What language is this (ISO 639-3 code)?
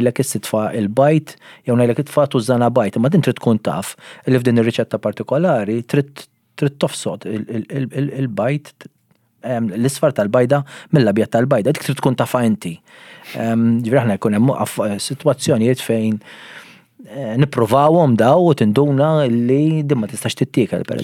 mlt